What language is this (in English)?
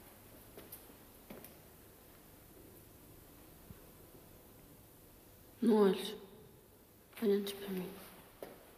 Portuguese